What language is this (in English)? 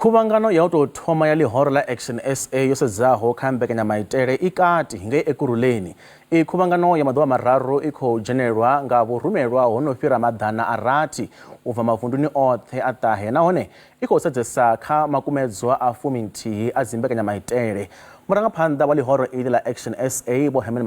Venda